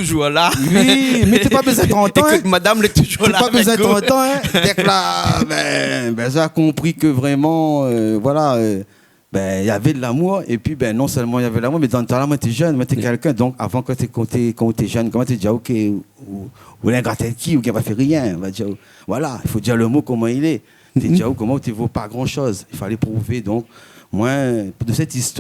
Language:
Réunion Creole French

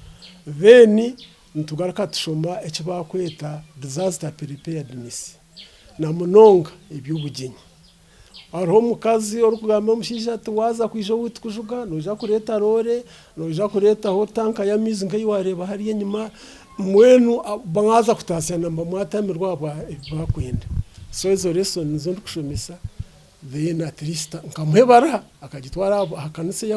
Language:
Nyankole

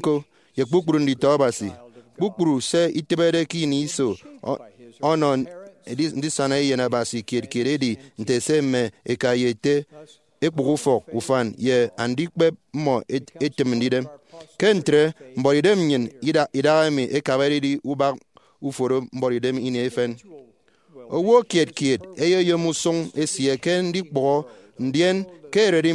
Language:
Efik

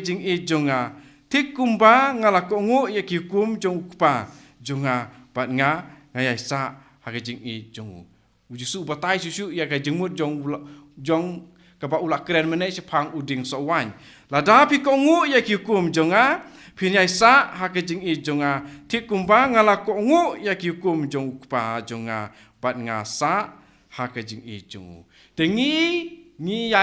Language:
Khasi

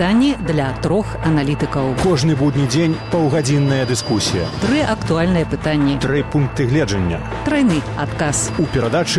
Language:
Belarusian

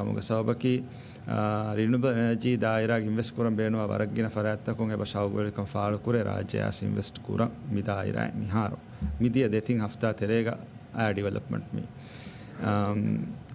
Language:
Divehi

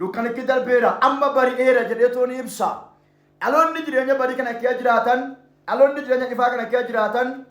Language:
Oromo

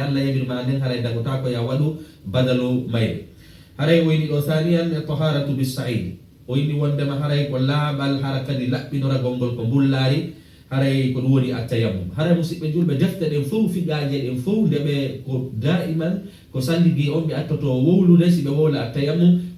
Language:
Fula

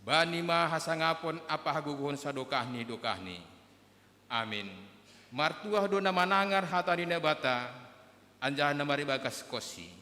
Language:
Batak Simalungun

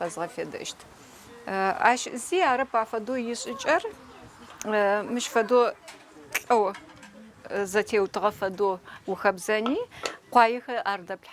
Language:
Adyghe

